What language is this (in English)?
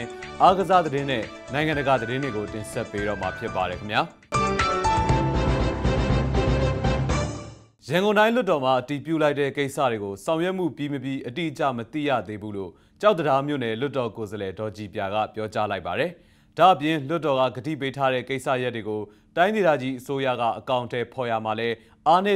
Burmese